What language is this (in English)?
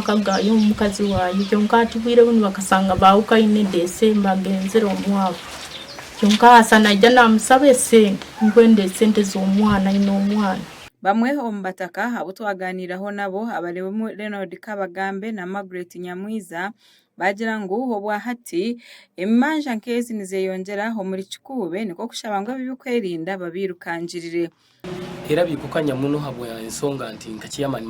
Nyankole